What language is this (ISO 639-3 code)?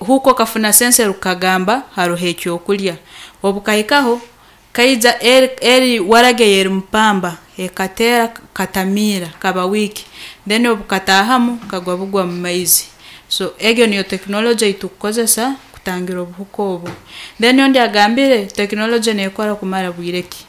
nyn